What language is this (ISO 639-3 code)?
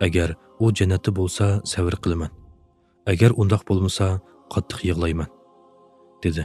uig